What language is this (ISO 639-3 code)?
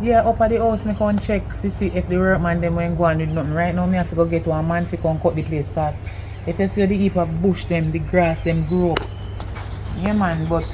jam